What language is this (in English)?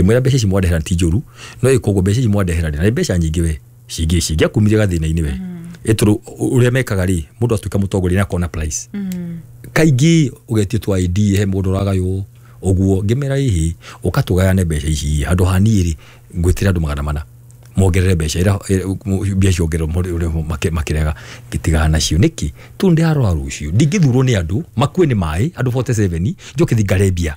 Kikuyu